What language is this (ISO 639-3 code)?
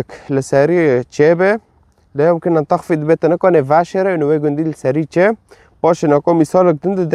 kur